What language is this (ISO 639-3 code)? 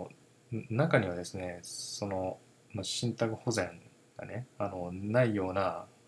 jpn